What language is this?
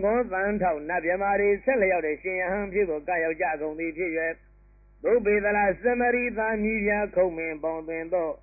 Burmese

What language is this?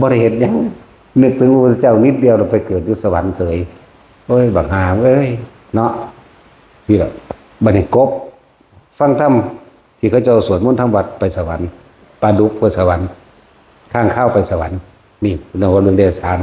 Lao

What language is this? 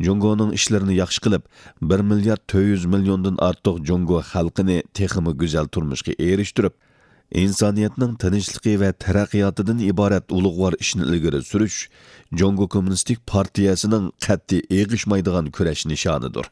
Uyghur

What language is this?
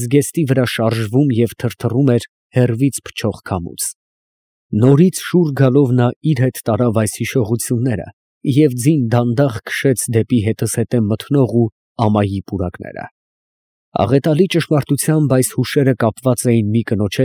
Armenian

